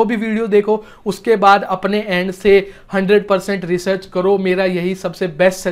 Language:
Hindi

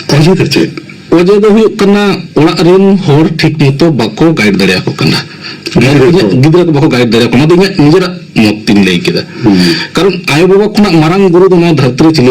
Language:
Santali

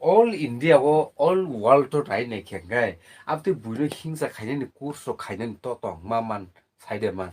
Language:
Kok Borok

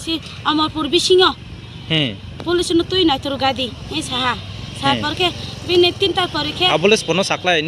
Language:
Riang (India)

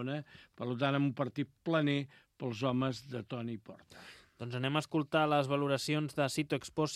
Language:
Catalan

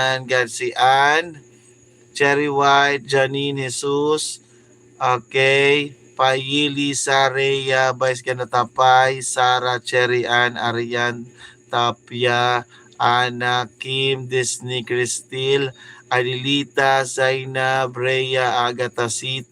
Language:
Waray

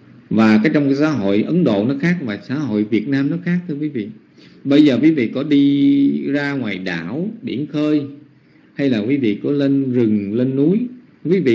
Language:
Vietnamese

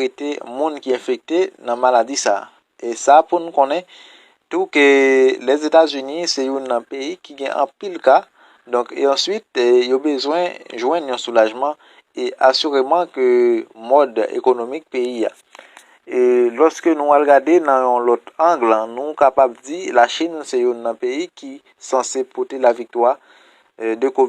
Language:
Haitian Creole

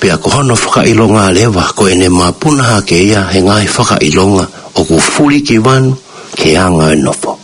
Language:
Tongan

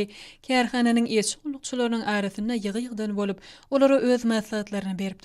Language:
Turkmen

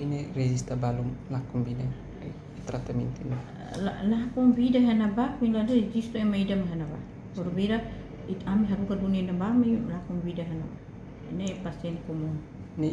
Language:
Tetum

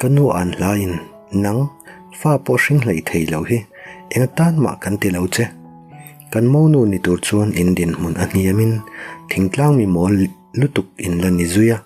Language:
Mizo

